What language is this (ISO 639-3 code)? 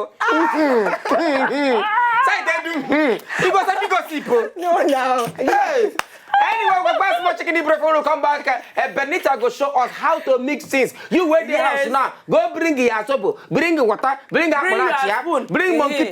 pcm